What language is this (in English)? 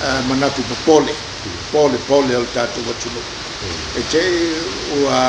Samoan